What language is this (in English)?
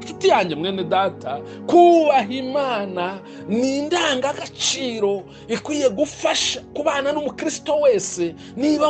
Kinyarwanda